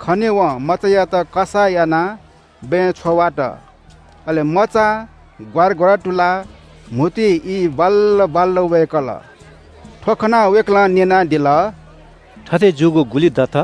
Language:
Newari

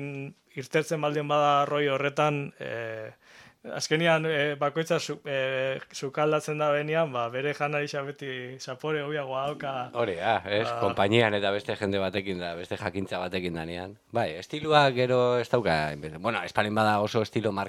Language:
Basque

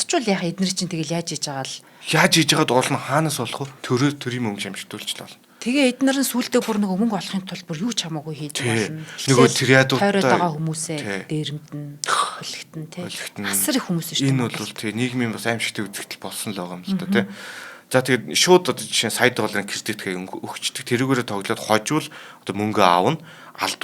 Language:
Mongolian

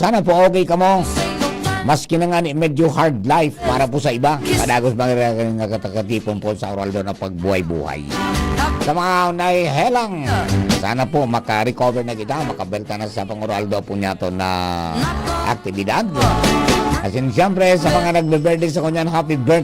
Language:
Bikol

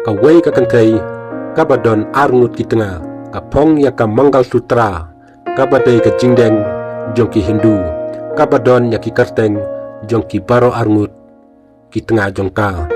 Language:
Khasi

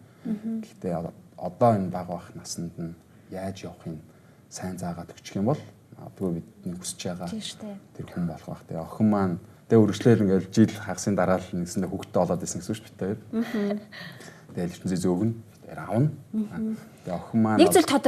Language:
Mongolian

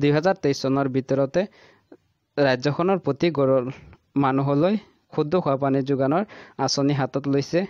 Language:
Assamese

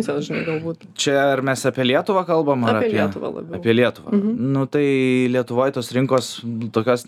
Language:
Lithuanian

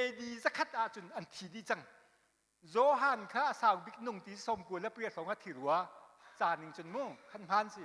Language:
Hakha Chin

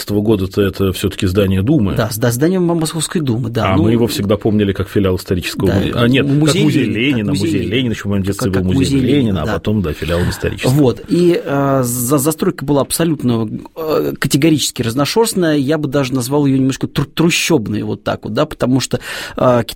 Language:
Russian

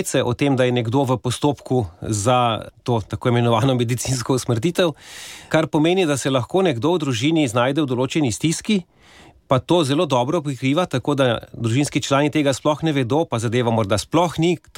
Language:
Slovenian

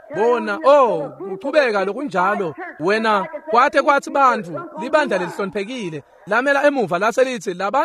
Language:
Swati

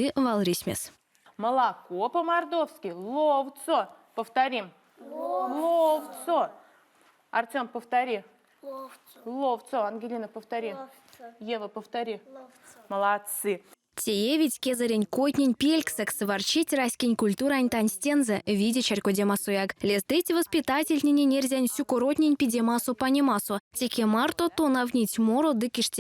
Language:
Erzya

